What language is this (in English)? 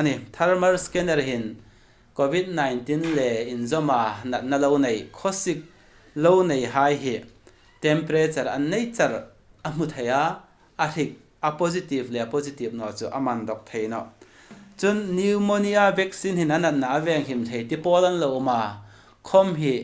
Hmar